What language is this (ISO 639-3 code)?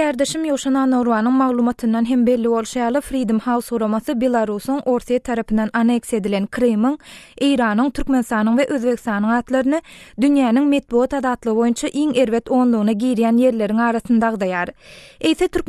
tuk